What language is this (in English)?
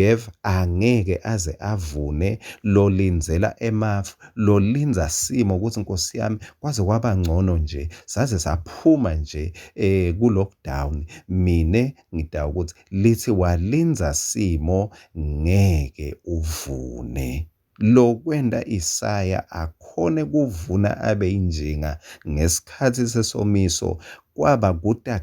Swati